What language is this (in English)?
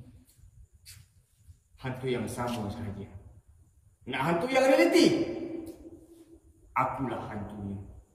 Malay